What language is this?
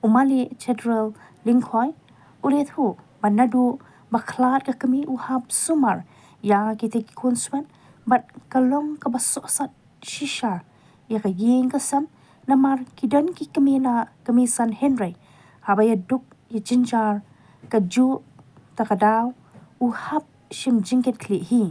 Khasi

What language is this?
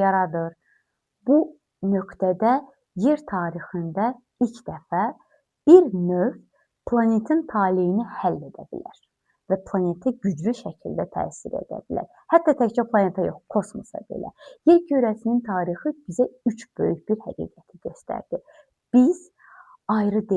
Azerbaijani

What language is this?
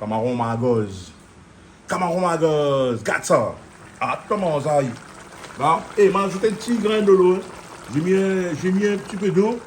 Réunion Creole French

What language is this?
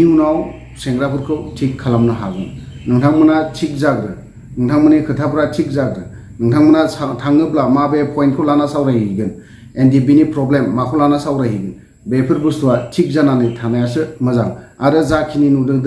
Bodo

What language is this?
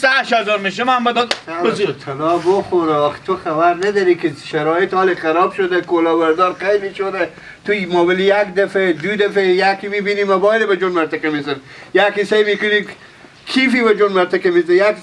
Persian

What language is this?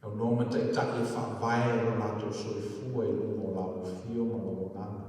Samoan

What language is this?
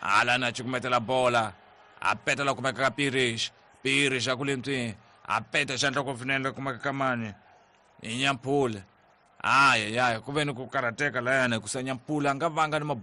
Tsonga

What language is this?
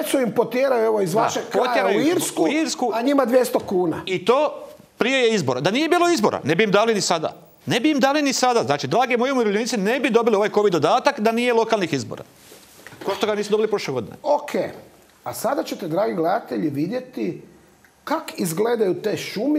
Croatian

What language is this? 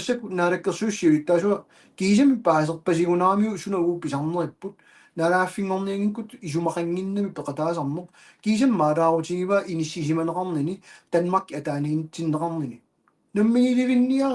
Kalaallisut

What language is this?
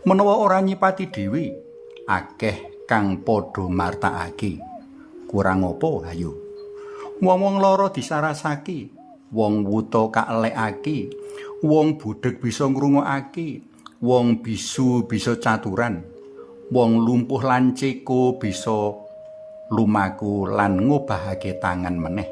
Javanese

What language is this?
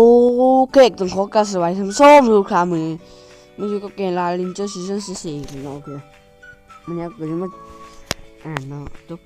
Lao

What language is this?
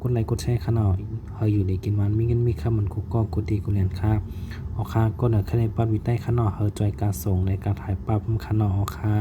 Shan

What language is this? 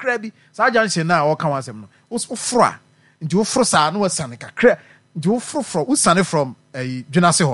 Akan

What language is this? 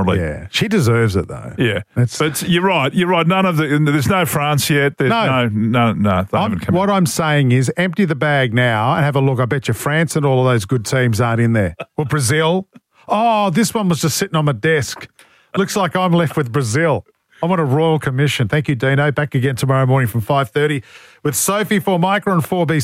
English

